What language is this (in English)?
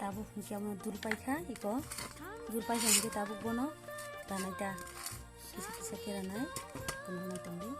Kok Borok